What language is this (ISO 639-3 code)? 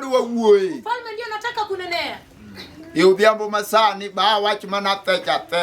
luo